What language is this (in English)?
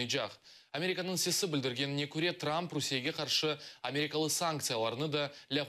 Crimean Tatar